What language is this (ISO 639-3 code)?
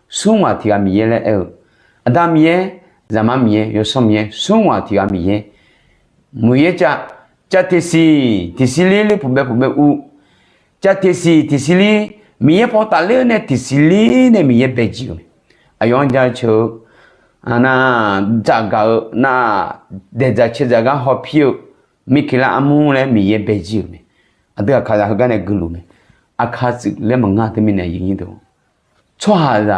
ahk